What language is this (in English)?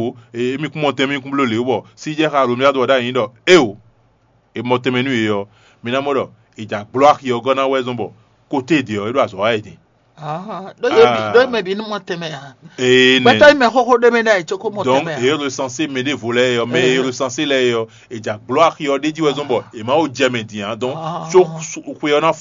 Fon